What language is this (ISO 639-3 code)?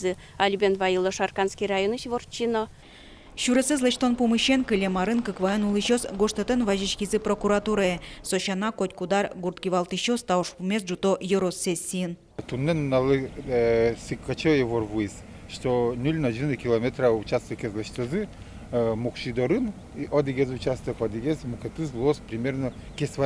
udm